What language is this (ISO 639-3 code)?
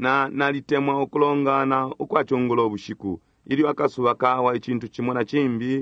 bem